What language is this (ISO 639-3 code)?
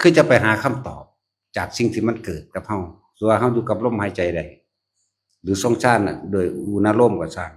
lao